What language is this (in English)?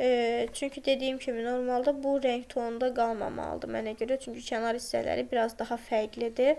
Azerbaijani